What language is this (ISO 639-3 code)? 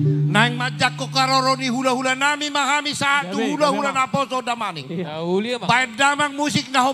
bbc